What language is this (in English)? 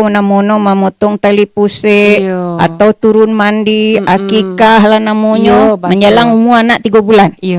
Minangkabau